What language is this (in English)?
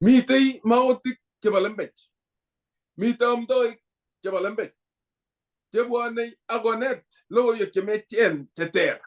Kalenjin